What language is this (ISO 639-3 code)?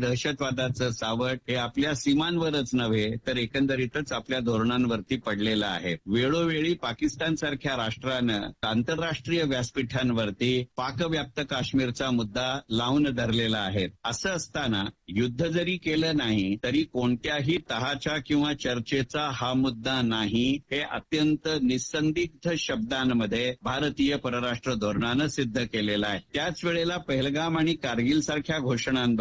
mar